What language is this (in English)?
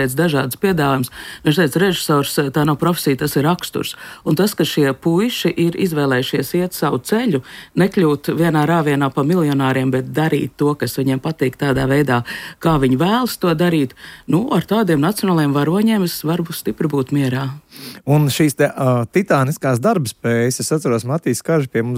Latvian